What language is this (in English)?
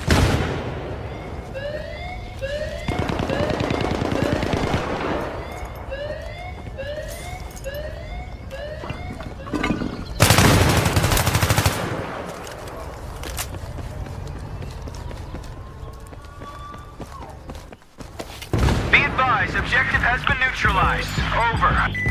English